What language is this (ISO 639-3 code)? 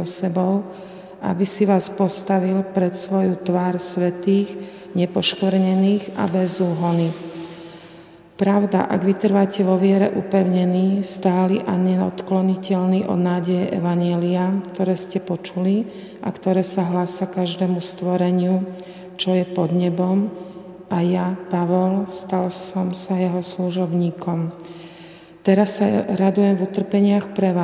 slk